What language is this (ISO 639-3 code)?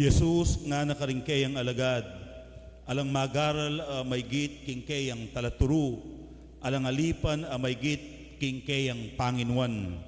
pam